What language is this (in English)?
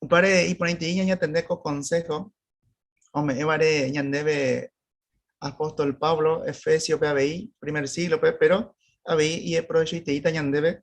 Guarani